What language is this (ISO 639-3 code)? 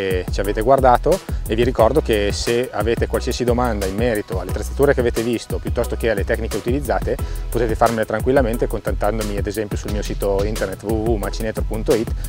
ita